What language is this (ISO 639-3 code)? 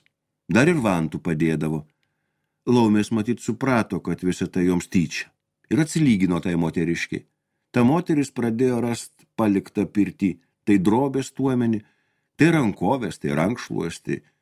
lit